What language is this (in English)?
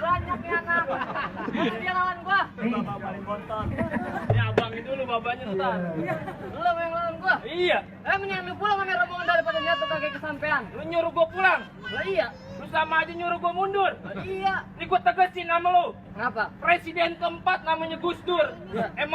Betawi